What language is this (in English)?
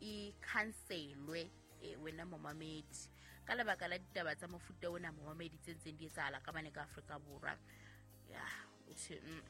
Southern Sotho